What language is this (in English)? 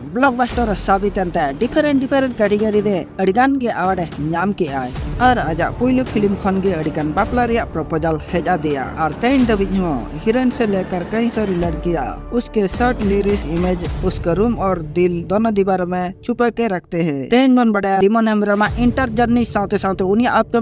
Santali